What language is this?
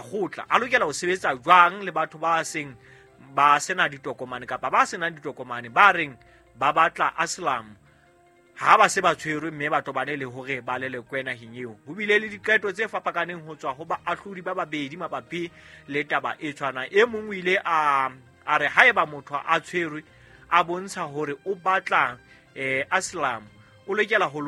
Southern Sotho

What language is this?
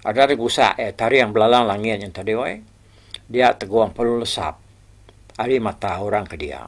Iban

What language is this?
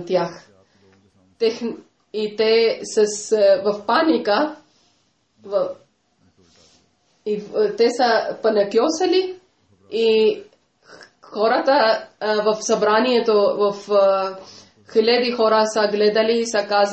Bulgarian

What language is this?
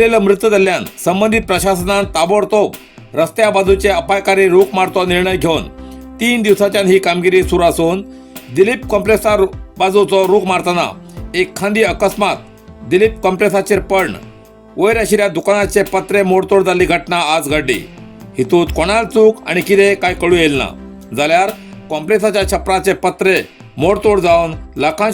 Konkani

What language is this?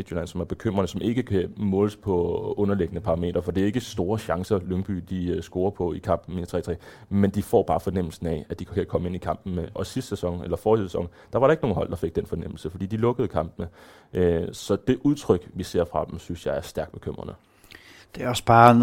Danish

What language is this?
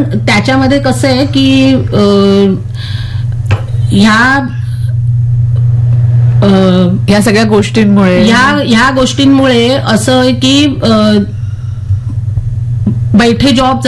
Marathi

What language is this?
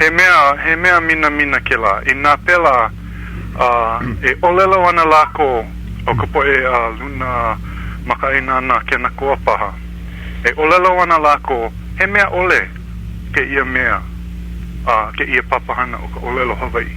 Hawaiian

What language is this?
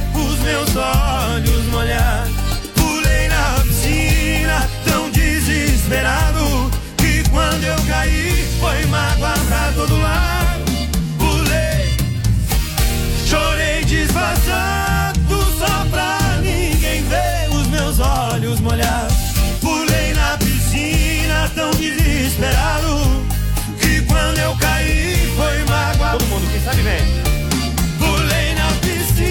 Portuguese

